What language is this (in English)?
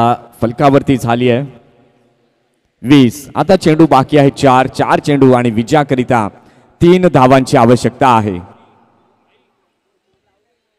Marathi